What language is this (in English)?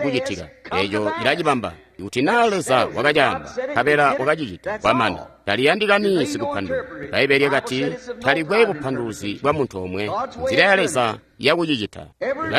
Tonga (Zambia)